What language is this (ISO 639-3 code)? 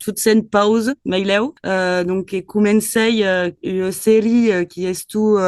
oci